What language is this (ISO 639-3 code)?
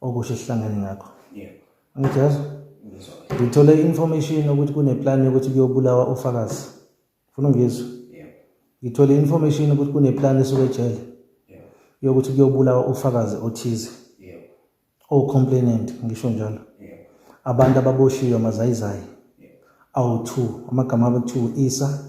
zul